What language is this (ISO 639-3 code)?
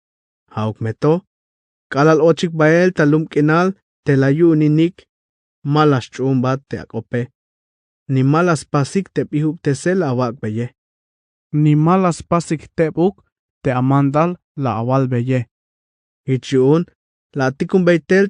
tzh